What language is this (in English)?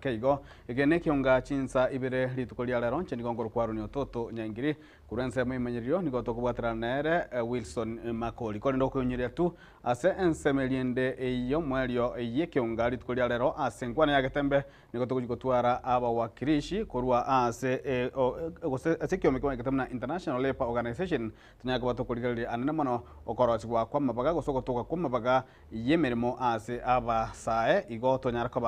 Gusii